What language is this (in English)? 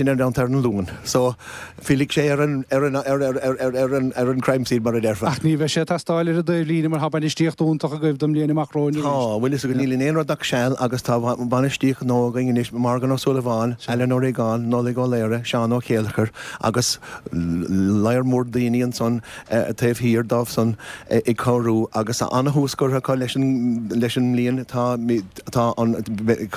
Irish